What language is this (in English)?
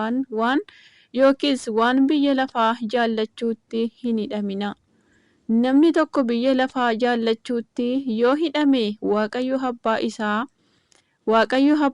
Oromo